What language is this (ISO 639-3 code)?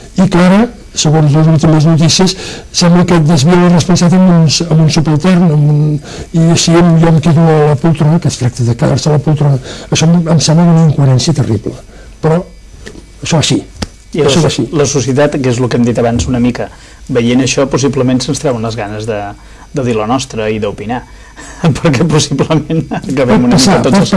cat